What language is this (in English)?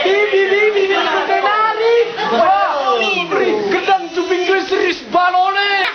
Batak Karo